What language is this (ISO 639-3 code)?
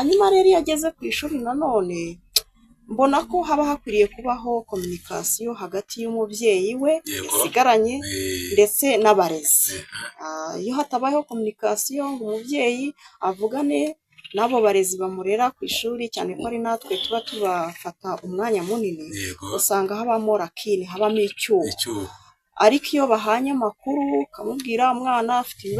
kin